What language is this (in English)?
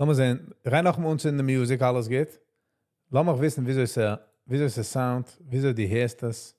Yiddish